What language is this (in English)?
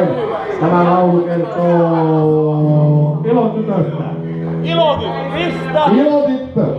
Finnish